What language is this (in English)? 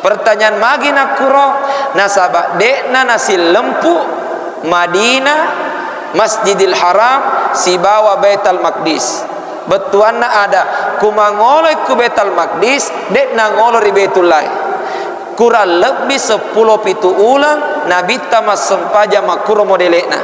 Buginese